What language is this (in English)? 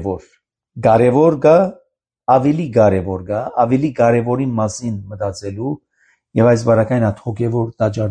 Armenian